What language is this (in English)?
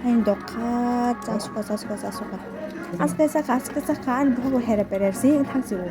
Kok Borok